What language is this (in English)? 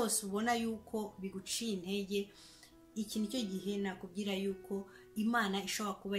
Kinyarwanda